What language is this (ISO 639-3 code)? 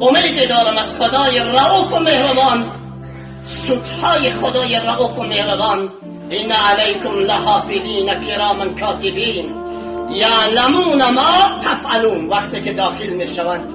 tgk